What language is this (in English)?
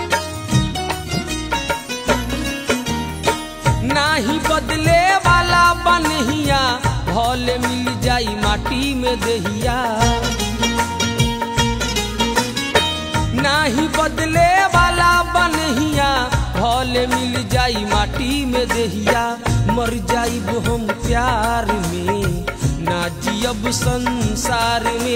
Bhojpuri